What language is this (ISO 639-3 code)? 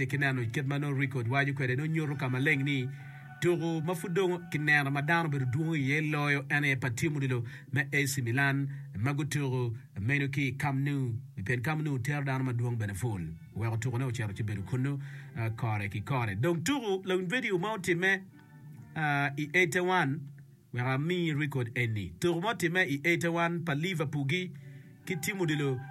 ach